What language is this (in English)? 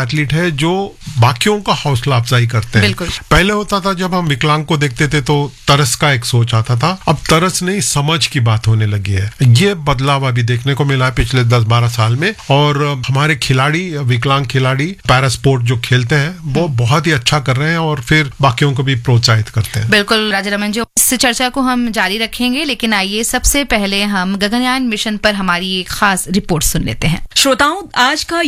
Hindi